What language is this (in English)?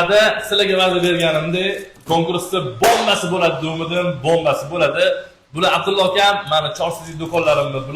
Uzbek